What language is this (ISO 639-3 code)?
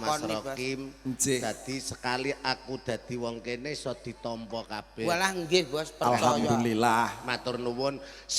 jav